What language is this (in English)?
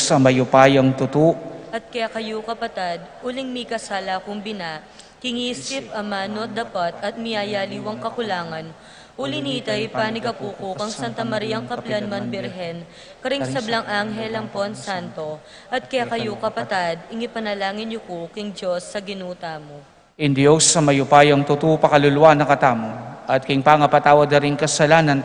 Pampanga